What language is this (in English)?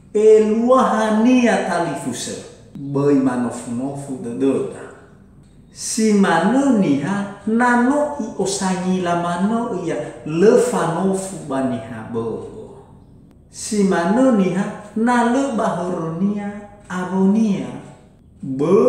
Nias